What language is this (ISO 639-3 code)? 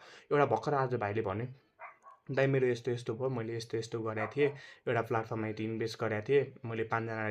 nep